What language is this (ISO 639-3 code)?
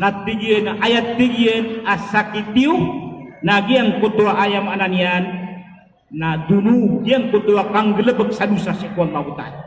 mrw